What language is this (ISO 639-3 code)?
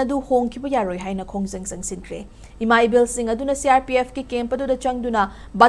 mni